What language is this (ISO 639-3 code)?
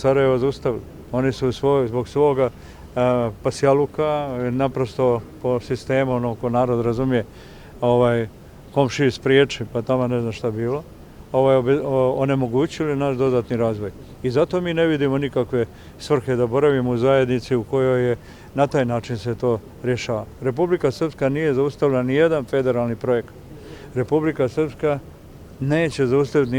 bos